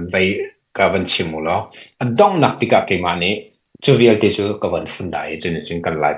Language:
Hakha Chin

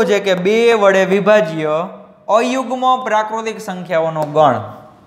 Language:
Gujarati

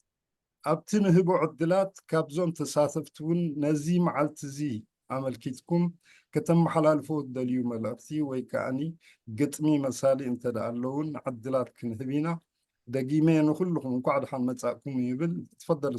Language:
Tigrinya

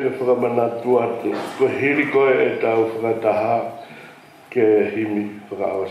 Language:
Tongan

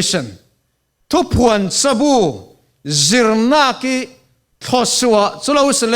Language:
Falam Chin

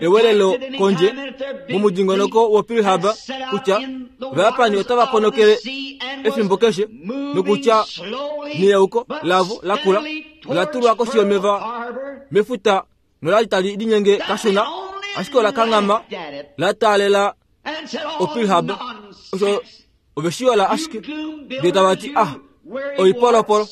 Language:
Kuanyama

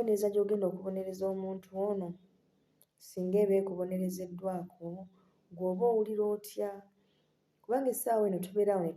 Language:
Ganda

